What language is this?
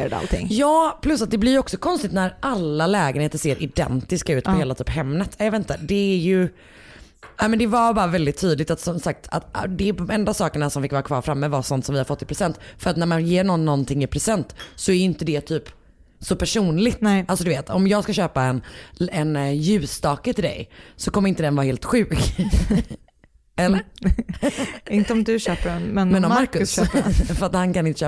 Swedish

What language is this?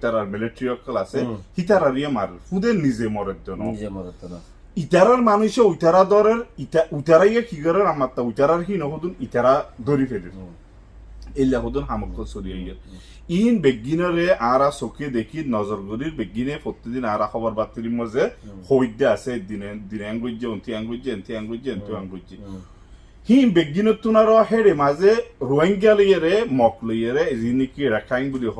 Rohingya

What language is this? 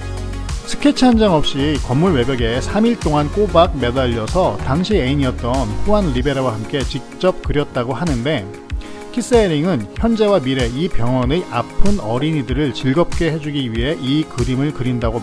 Korean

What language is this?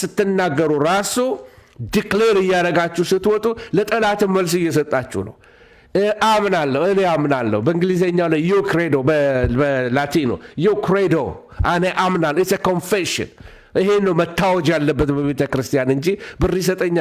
Amharic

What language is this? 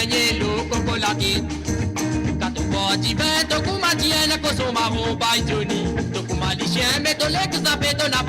Morisyen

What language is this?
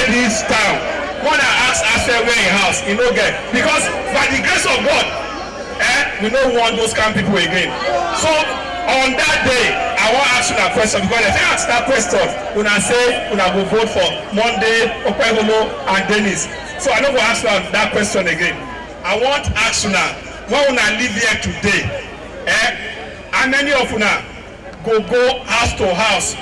Nigerian Pidgin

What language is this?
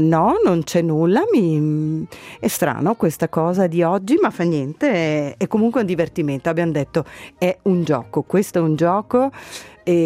Italian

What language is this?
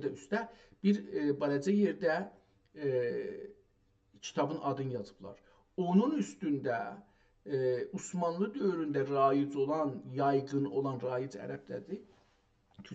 South Azerbaijani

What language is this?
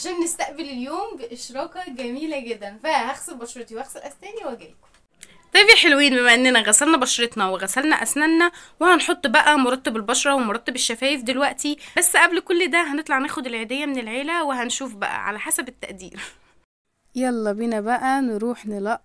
Egyptian Arabic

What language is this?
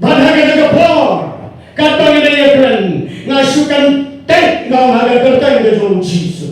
Khasi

